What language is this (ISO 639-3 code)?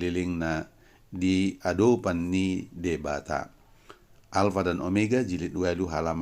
bbc